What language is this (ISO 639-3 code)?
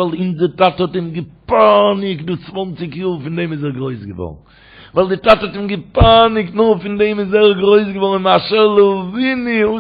yid